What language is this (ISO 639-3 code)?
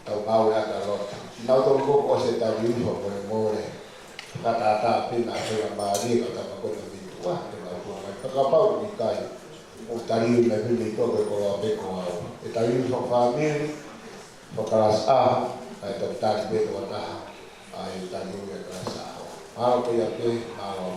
ton